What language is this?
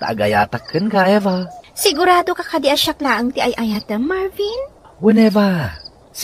Iloko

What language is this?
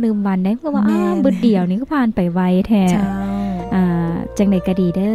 Lao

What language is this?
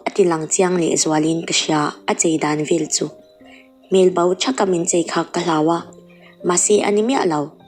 Mizo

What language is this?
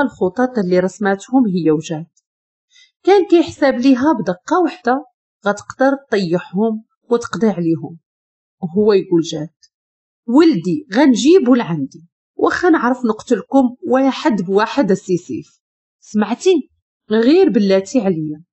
Moroccan Arabic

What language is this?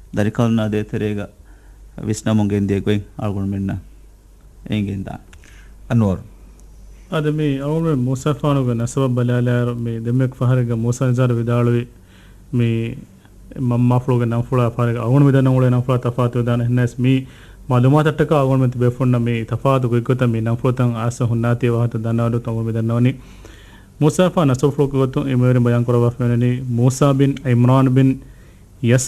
Divehi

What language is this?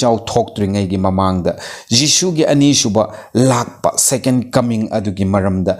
Manipuri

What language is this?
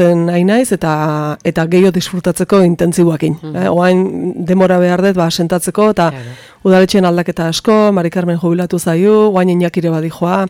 Basque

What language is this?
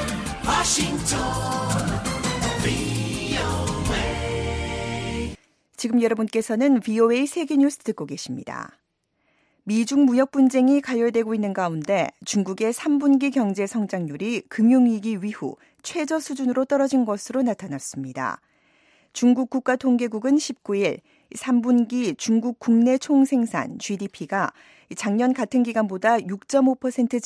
Korean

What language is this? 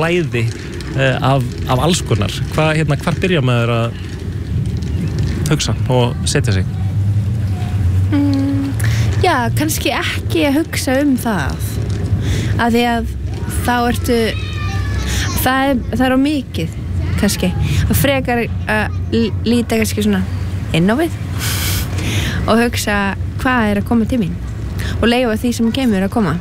Icelandic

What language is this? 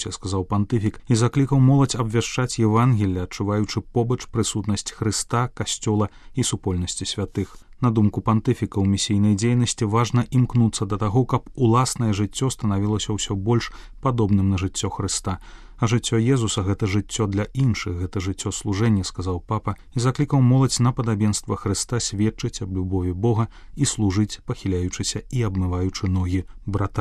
Belarusian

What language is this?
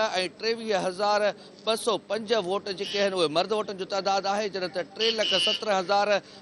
Sindhi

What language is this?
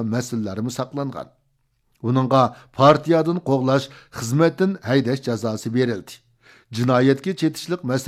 Uyghur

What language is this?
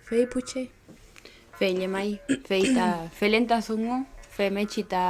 Mapuche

